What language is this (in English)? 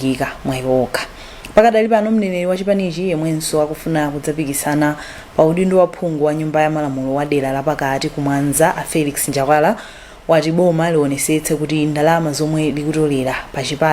Nyanja